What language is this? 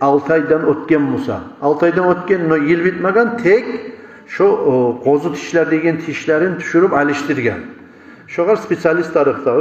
Kumyk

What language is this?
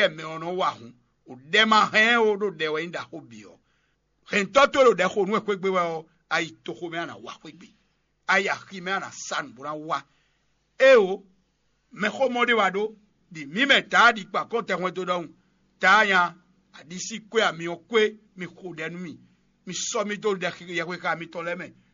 Fon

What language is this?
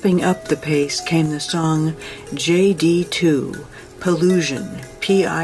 English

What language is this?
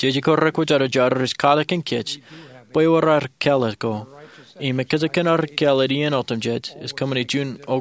Marshallese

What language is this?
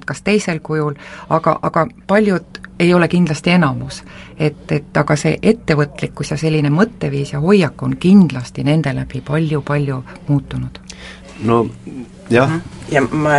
Estonian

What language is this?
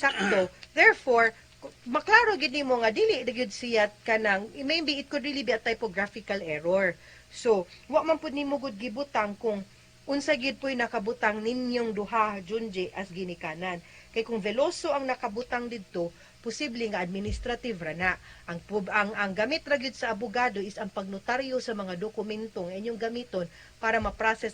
Cebuano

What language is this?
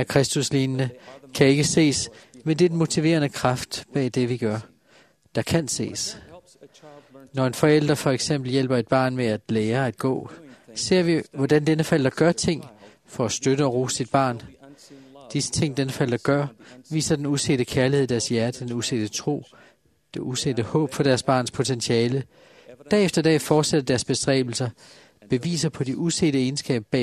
Danish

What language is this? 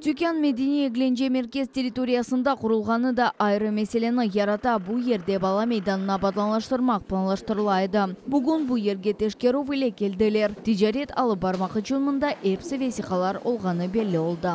Crimean Tatar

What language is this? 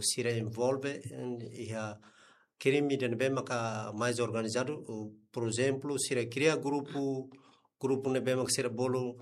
Tetum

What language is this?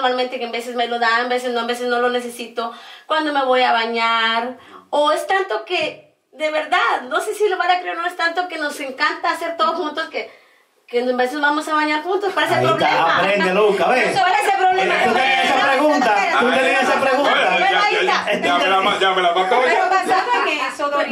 Spanish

